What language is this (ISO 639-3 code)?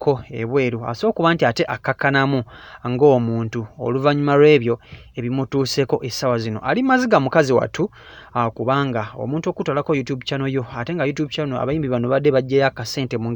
lug